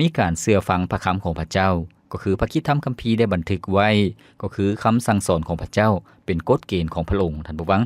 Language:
Lao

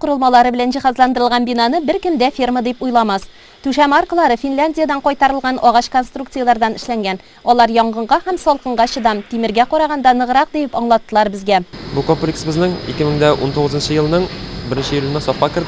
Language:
Tatar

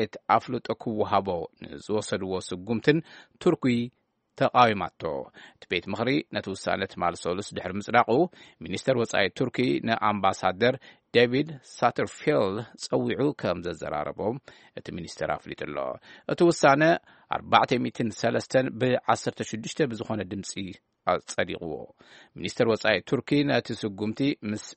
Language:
Tigrinya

